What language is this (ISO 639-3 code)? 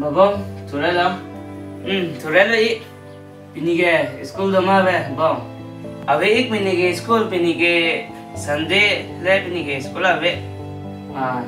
mjw